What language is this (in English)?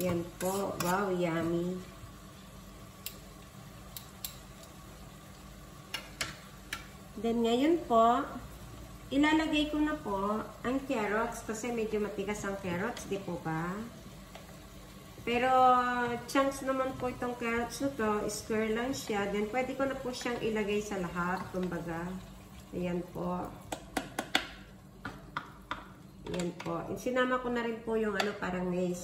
Filipino